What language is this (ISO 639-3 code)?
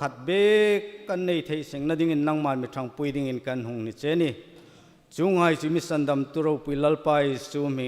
hmr